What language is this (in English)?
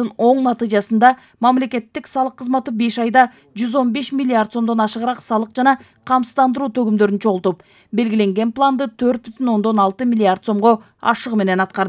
Kyrgyz